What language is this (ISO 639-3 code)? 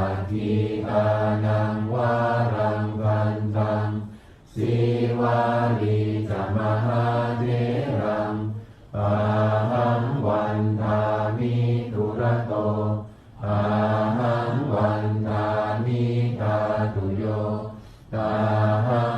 pli